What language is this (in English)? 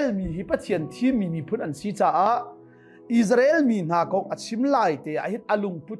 Hakha Chin